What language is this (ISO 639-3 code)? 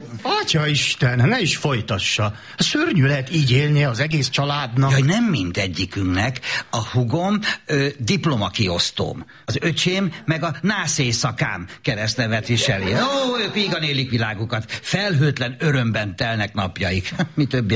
hun